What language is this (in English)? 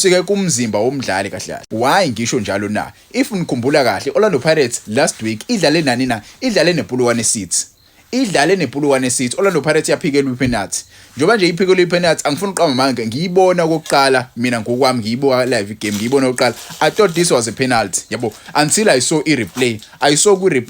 Zulu